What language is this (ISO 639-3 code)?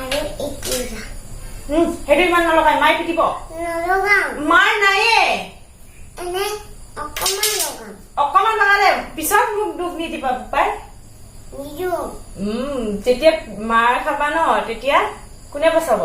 asm